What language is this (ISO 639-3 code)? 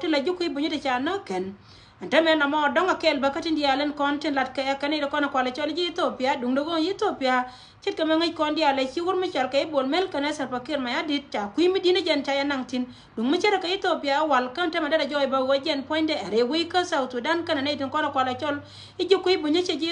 nus